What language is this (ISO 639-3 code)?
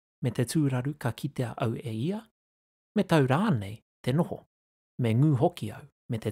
mri